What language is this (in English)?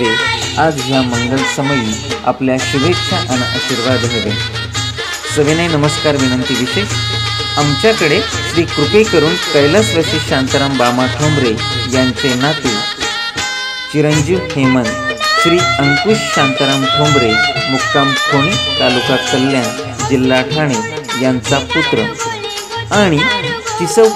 Marathi